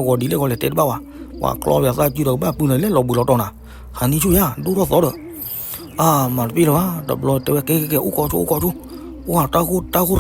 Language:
S'gaw Karen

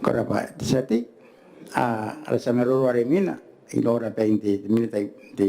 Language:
Gilbertese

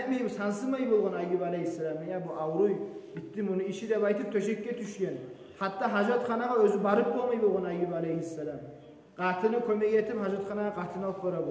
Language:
Kumyk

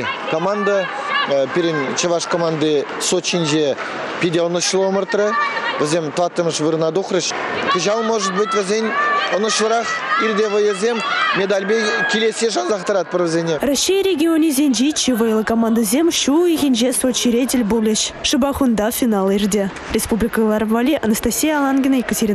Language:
Chuvash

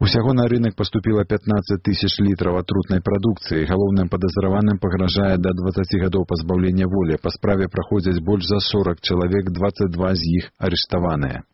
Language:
Belarusian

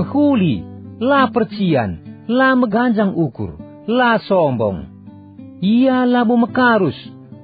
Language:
Batak Karo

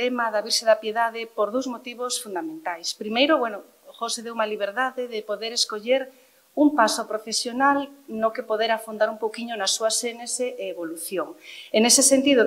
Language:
Galician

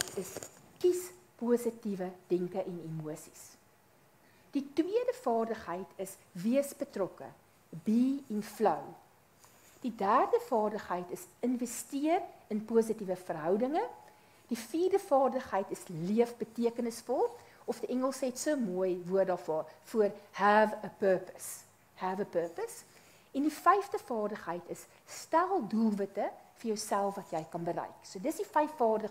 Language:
Afrikaans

